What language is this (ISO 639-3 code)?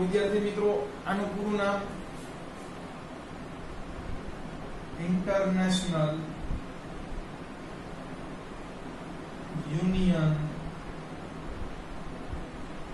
guj